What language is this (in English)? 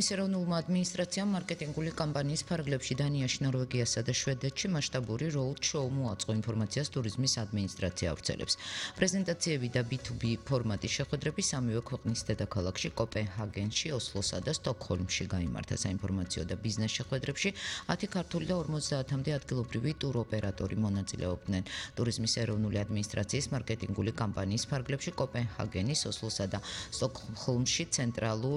Georgian